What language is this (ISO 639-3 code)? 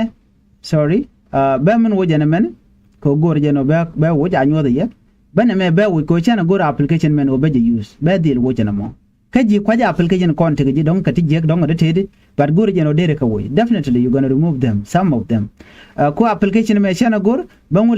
nus